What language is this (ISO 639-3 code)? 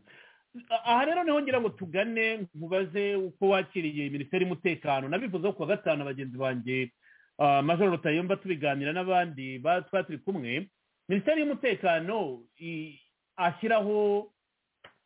kin